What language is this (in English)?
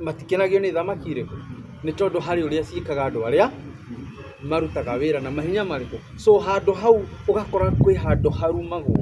Kikuyu